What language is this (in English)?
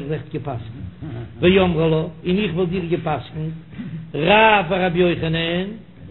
Yiddish